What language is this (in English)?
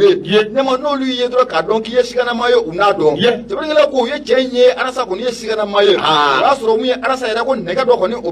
Bambara